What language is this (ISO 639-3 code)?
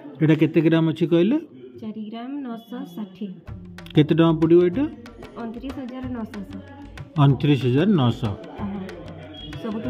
ori